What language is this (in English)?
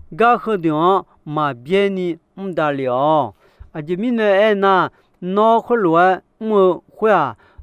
Akha